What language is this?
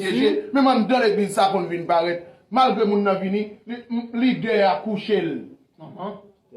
Haitian Creole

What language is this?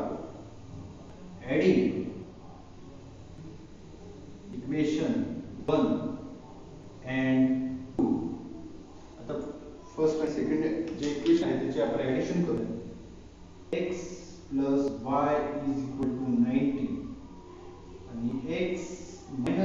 Marathi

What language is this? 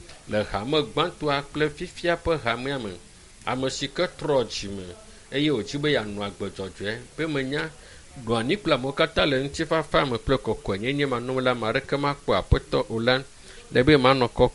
Ewe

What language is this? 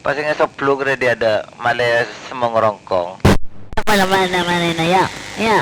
Madurese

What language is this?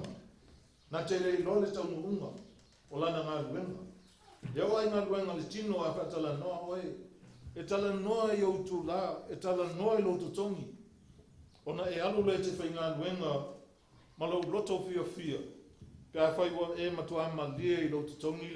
Samoan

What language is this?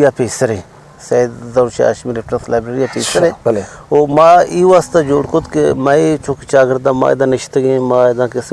Eastern Balochi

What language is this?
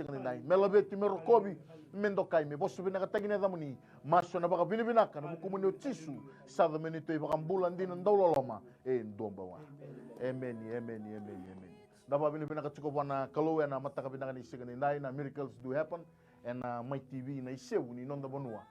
Fijian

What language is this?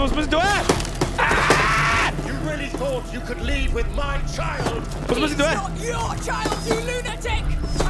Bavarian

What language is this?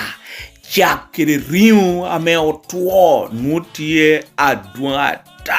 Lango (Uganda)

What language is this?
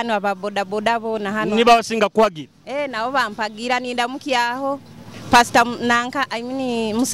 Nyoro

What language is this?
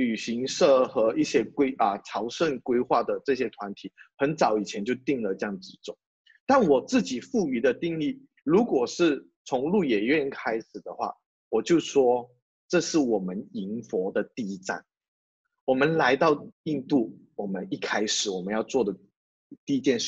Chinese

